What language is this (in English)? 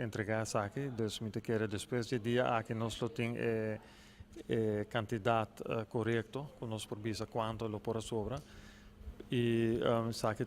Papiamento